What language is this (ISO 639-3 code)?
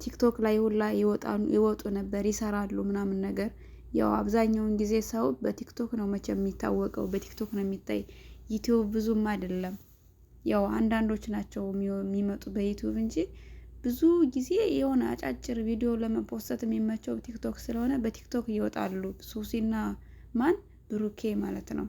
amh